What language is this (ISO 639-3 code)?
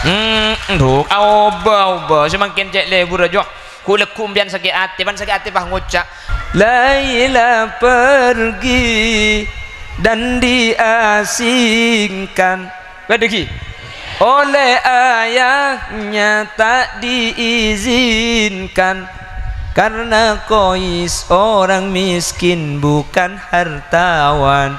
mad